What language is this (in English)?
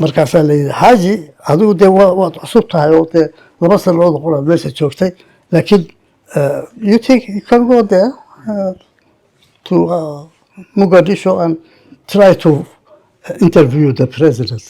Somali